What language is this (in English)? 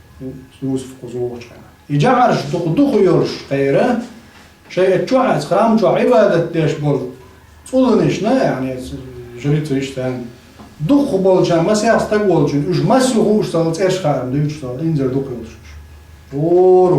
Chechen